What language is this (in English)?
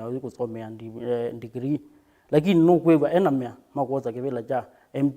Kamba